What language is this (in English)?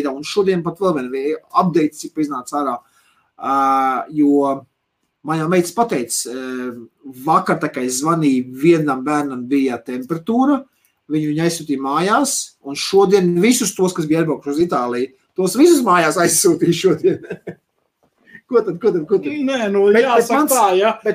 Latvian